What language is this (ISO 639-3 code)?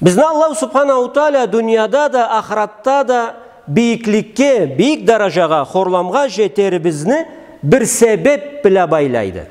krc